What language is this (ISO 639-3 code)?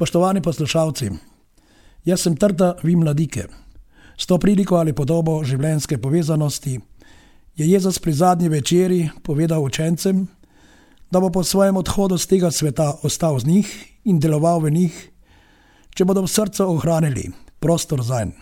slv